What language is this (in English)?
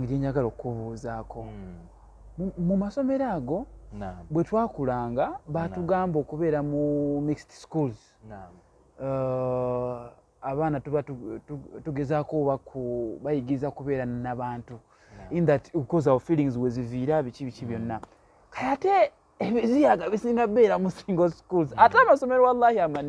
Ganda